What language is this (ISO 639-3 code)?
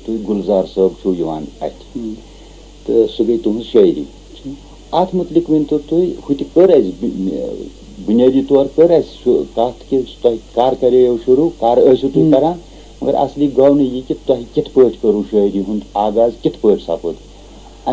kas